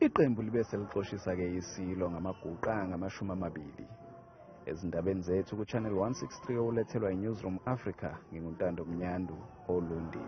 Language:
Zulu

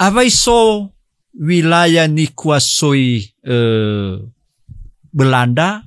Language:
Nias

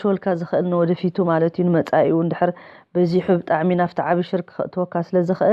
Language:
Tigrinya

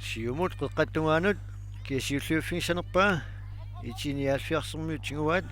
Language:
Kalaallisut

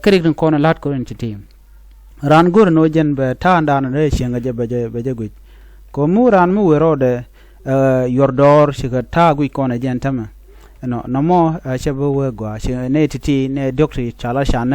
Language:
Nuer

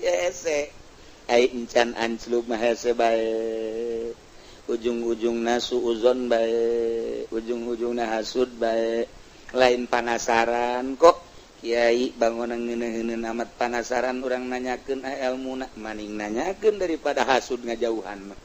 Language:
Sundanese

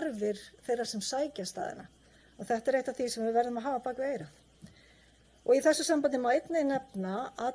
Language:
Icelandic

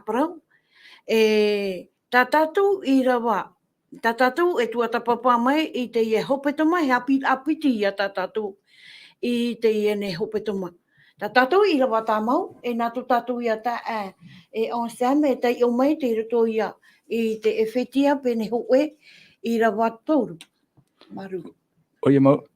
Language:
Tahitian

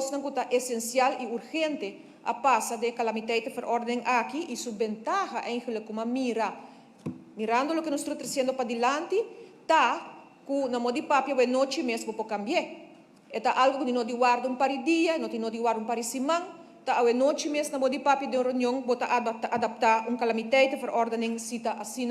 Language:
Papiamento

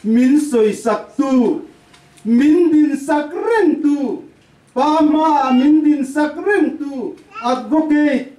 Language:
Hakha Chin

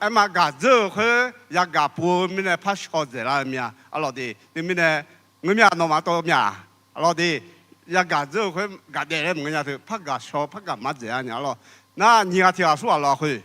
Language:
Akha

